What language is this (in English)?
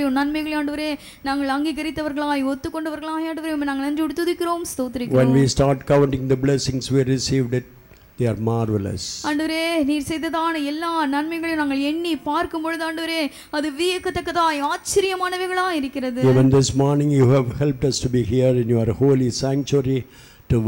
Tamil